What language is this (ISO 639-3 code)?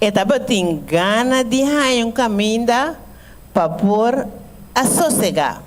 pap